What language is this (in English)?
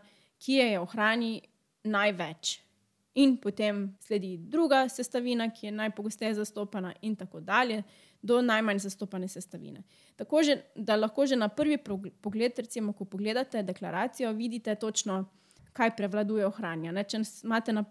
Slovenian